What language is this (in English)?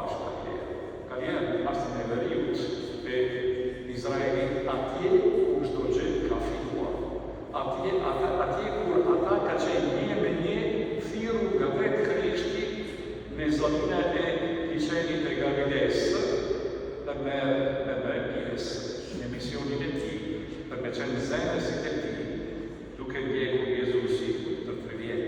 Albanian